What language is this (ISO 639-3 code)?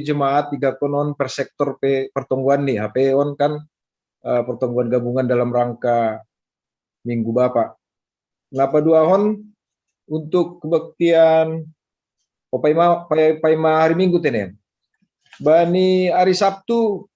bts